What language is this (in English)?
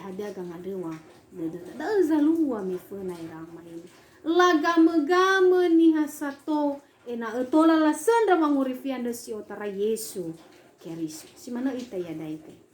Nias